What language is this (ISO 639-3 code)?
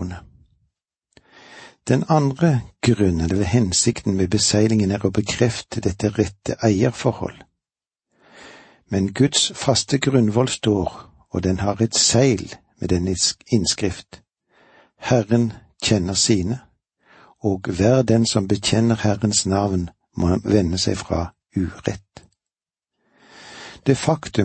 nor